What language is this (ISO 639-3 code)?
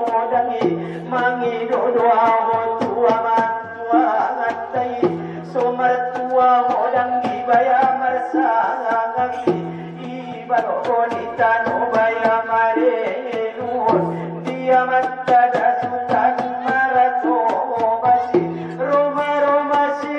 akb